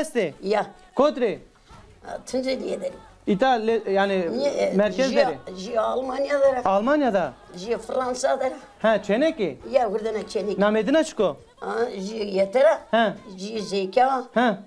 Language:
Zaza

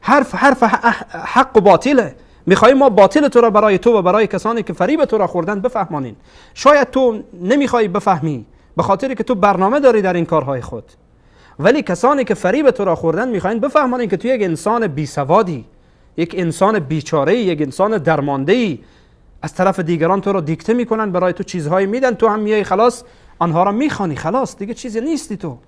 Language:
Persian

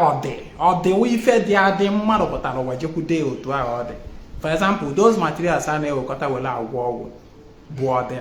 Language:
Igbo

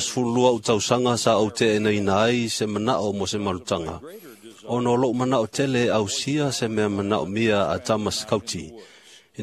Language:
Samoan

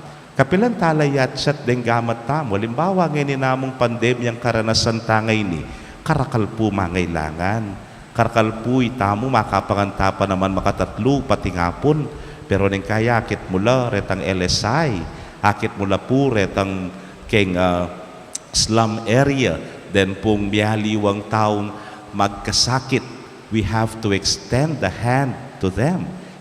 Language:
Pampanga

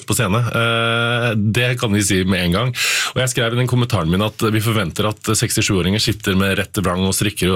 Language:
Norwegian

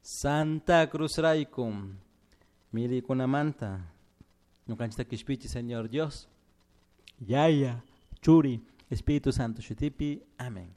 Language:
Chimborazo Highland Quichua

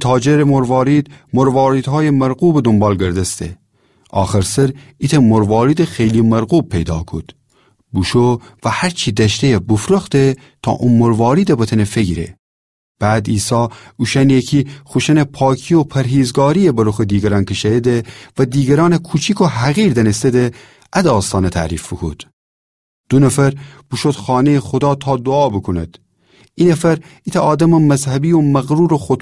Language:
Gilaki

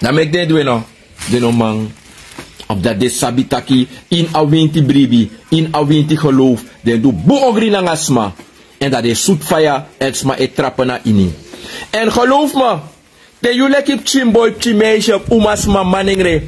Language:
Sranan Tongo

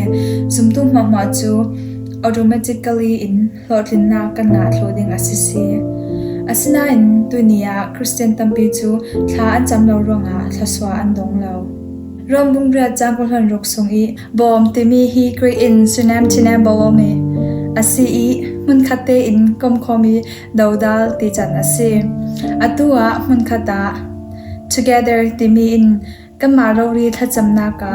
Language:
Falam Chin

